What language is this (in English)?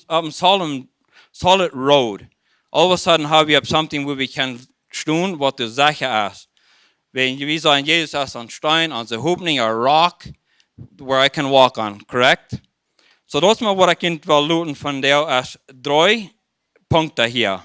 Plautdietsch